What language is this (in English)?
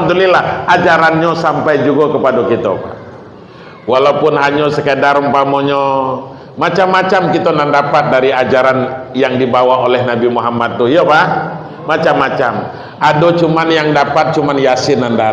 Minangkabau